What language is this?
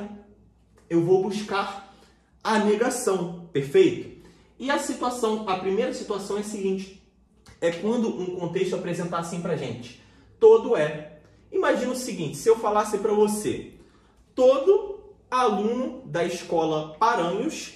Portuguese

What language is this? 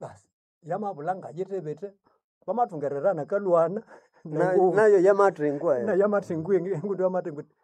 Nande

